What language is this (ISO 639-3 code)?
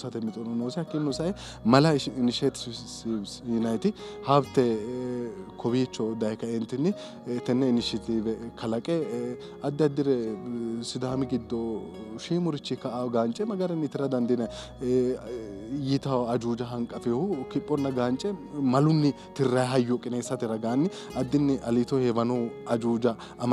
sid